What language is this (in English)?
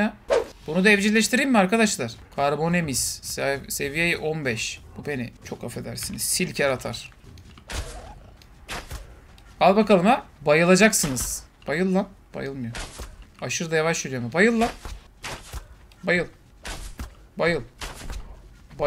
Turkish